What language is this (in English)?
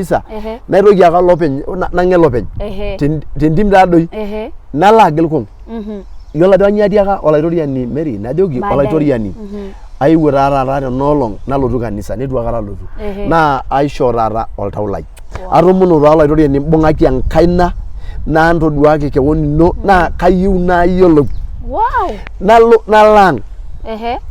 Masai